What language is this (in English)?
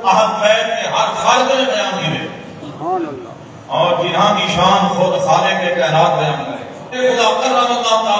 Saraiki